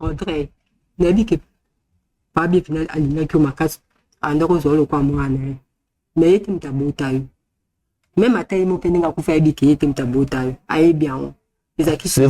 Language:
Lingala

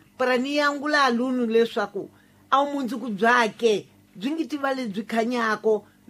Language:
Tsonga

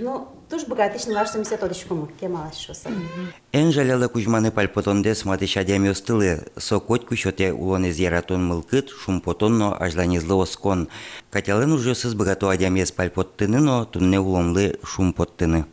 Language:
Udmurt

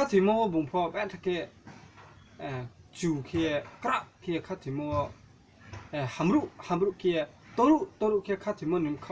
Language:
Riang (India)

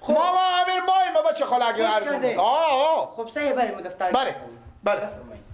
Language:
Persian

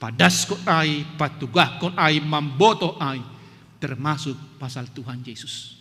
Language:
Batak Simalungun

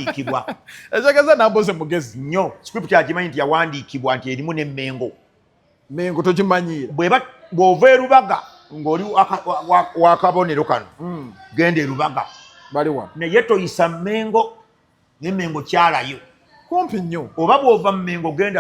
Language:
Ganda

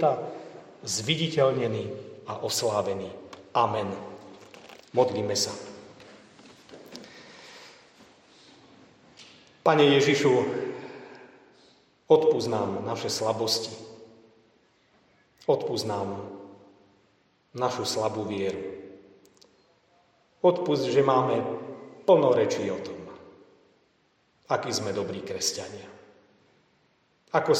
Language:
Slovak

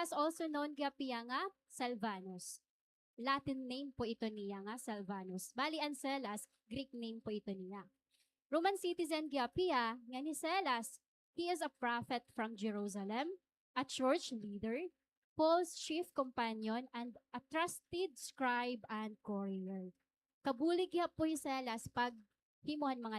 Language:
Waray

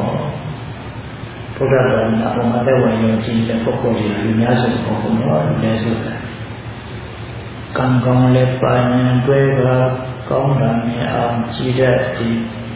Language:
Burmese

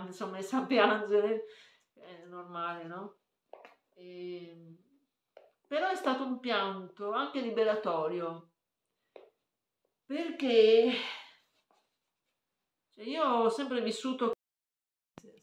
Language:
Italian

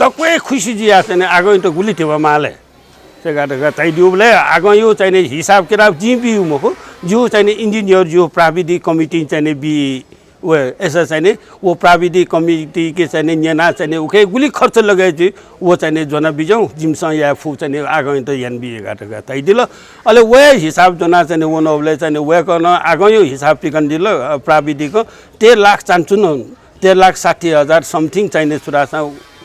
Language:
Newari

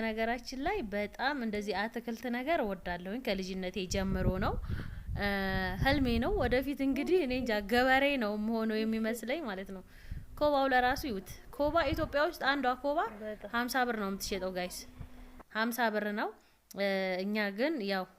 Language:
Amharic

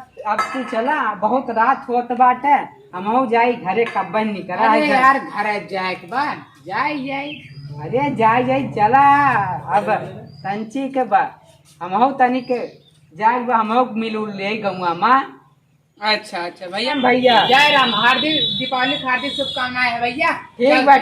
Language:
Awadhi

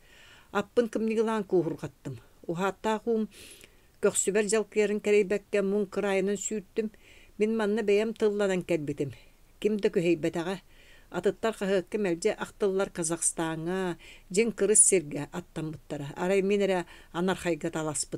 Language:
Yakut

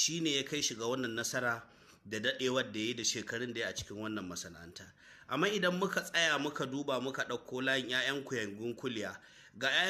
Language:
Hausa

